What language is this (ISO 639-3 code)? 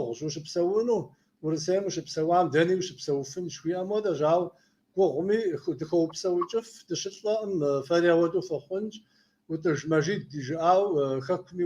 kbd